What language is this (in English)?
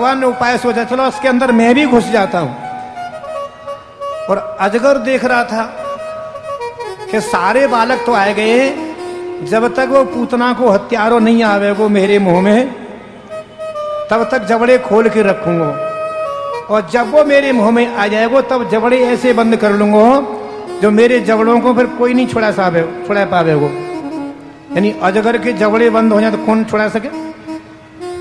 Hindi